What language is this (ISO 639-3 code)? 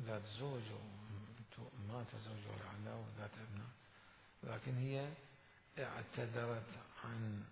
acm